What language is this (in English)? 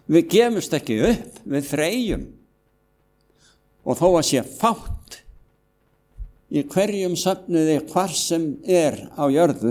Icelandic